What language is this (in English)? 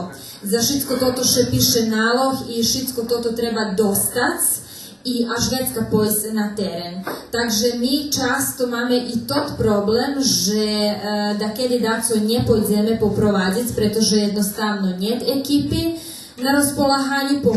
Rusyn